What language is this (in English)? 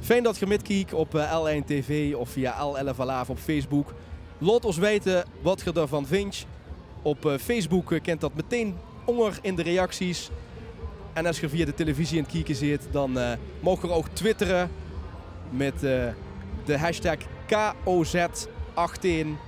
Limburgish